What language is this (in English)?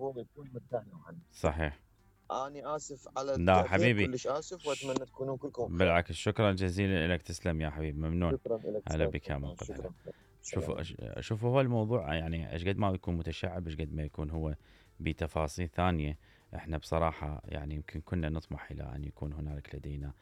Mesopotamian Arabic